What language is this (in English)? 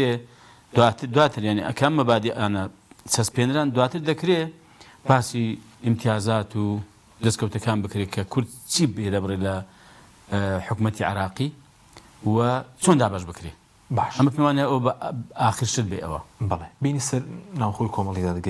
Central Kurdish